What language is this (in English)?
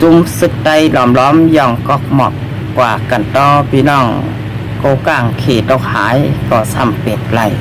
Shan